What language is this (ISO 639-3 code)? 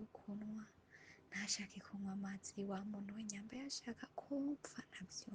run